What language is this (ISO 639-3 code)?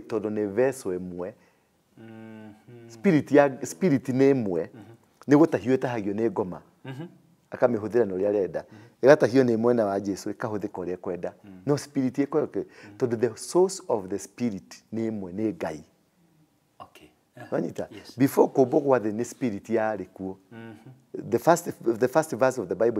kik